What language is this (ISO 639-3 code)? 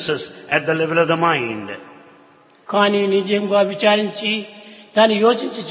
tel